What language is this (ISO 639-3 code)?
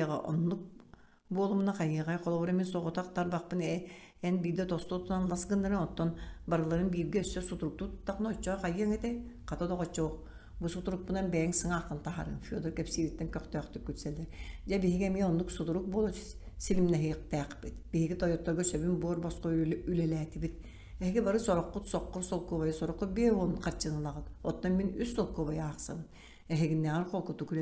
sah